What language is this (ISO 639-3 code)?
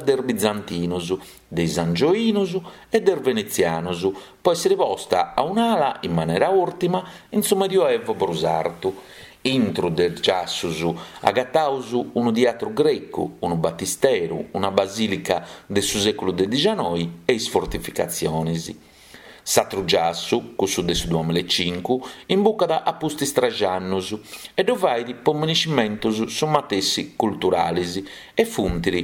srd